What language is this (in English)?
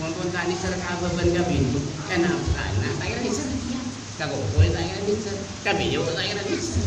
Madurese